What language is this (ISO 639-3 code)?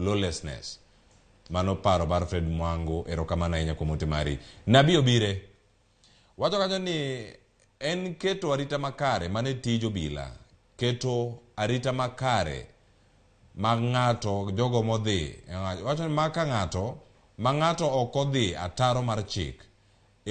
luo